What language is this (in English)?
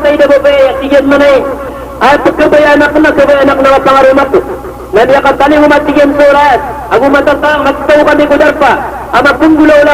Maranao